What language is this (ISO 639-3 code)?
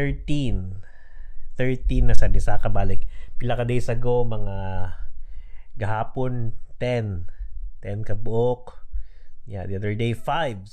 ceb